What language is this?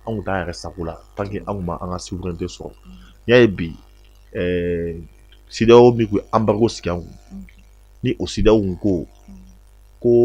Bambara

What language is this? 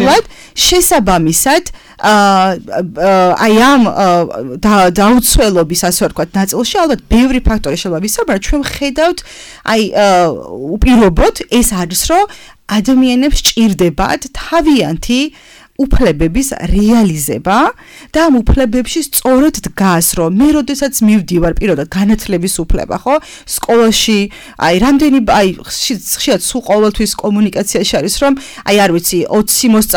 Georgian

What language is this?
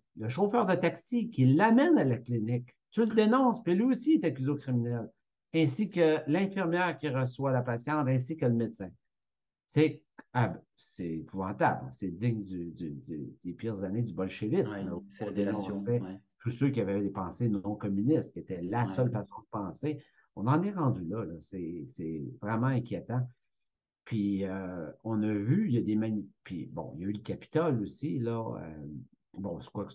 French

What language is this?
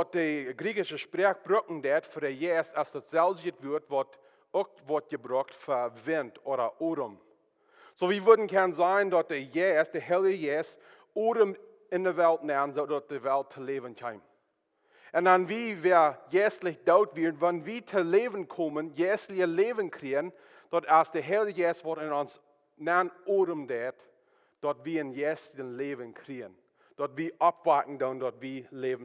Plautdietsch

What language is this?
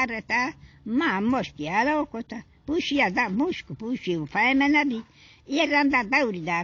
Baluchi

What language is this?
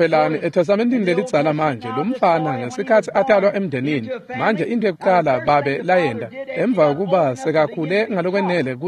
Swati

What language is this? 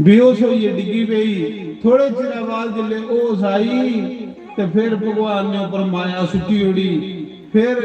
Dogri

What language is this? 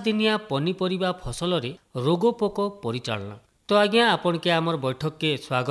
Odia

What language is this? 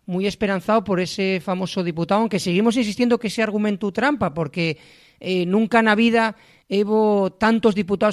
Asturian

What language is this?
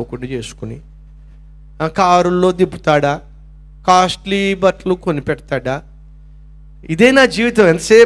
Telugu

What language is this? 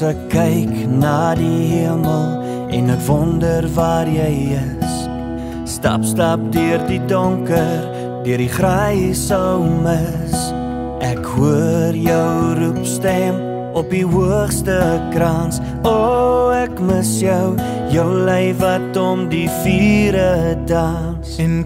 Afrikaans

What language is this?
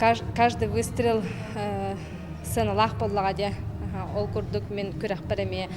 Yakut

